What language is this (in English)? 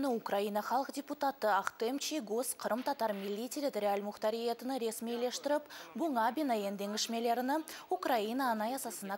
Crimean Tatar